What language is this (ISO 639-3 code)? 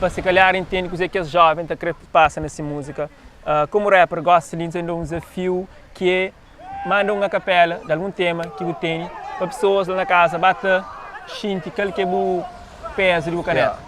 kea